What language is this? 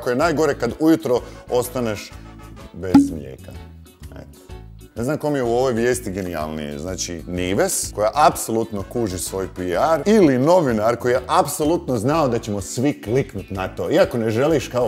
Croatian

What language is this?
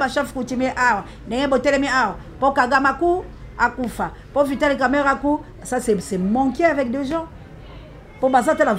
Lingala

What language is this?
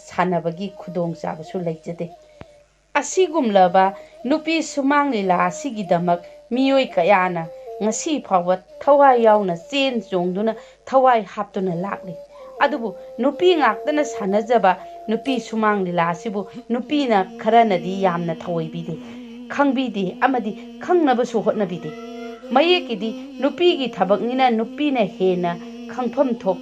Manipuri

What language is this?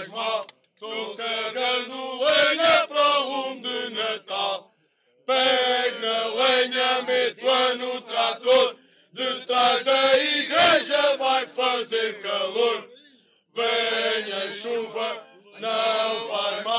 Portuguese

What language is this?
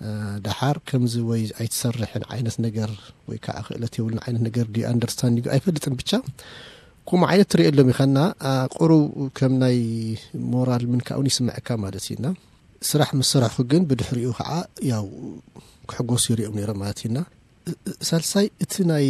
Tigrinya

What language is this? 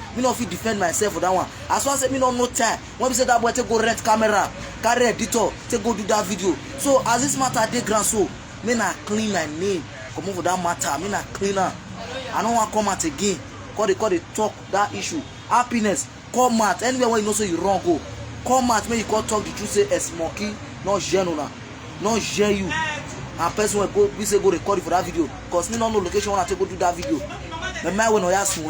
Nigerian Pidgin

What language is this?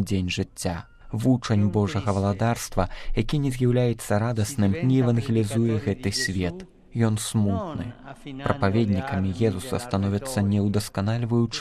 Belarusian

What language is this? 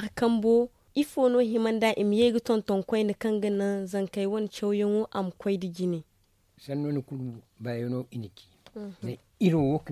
Zarma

